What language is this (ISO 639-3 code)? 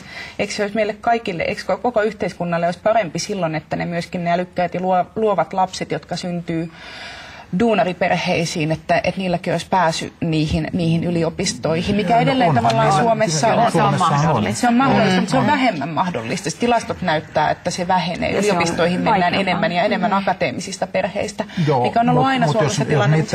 fin